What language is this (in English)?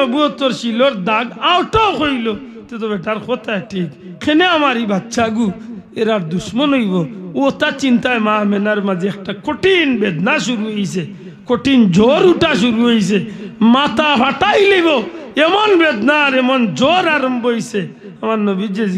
Sylheti